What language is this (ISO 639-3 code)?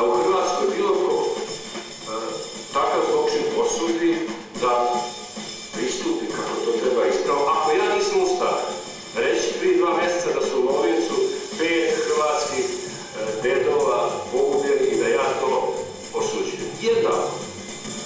hrv